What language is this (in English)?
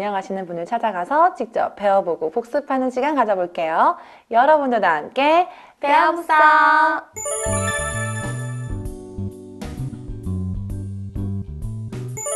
Korean